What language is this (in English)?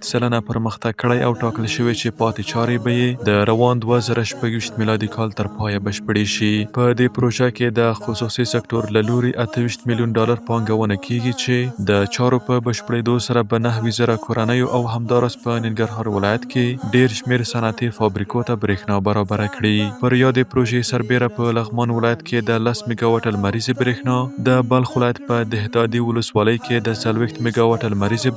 Pashto